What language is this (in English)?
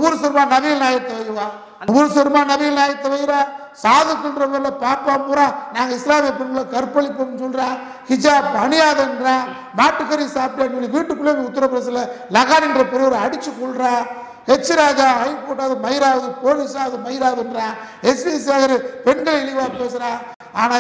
Tamil